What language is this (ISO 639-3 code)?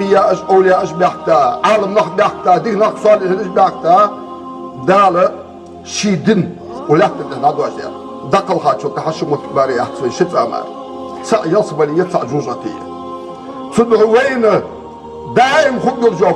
inh